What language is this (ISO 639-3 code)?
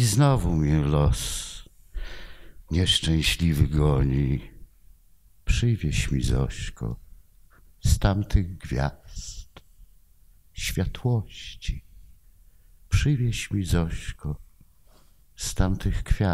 pol